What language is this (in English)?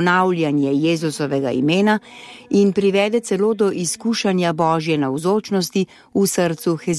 Slovenian